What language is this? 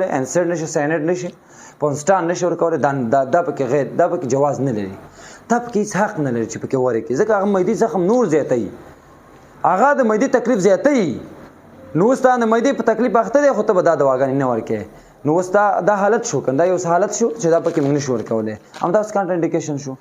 Pashto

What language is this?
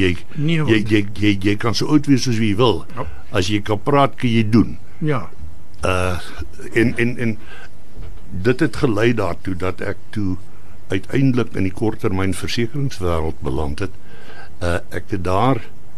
Afrikaans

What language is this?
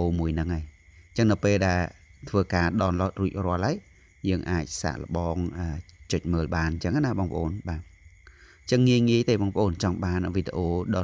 Khmer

